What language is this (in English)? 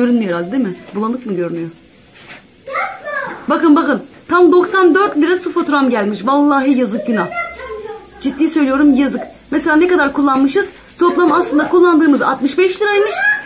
Turkish